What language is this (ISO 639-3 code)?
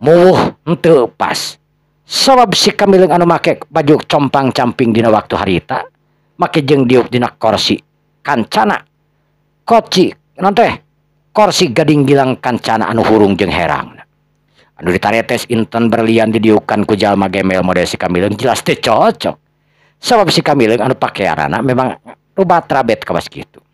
sun